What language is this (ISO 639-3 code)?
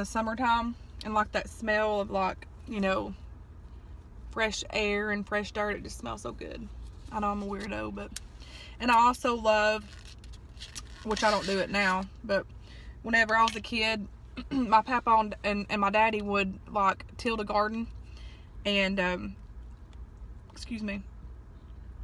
eng